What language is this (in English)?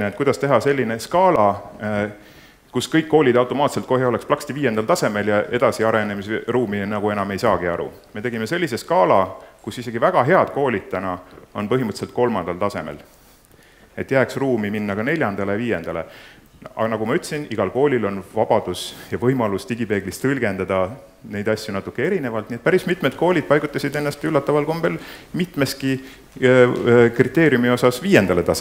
Estonian